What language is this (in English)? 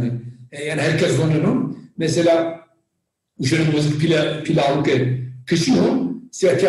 Zaza